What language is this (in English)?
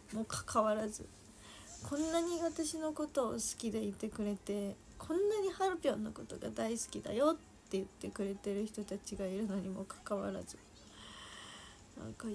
Japanese